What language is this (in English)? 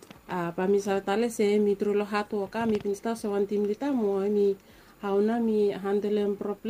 Bislama